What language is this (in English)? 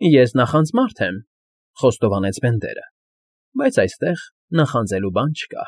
Armenian